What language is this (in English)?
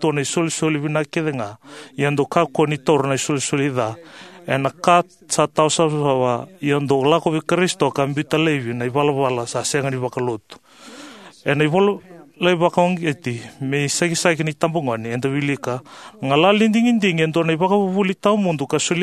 Fijian